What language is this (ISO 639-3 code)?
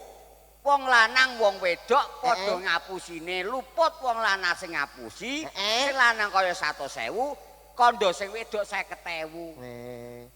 jav